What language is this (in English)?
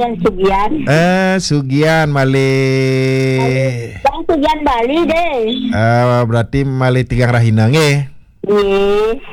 Balinese